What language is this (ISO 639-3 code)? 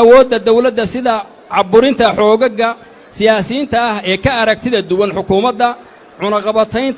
som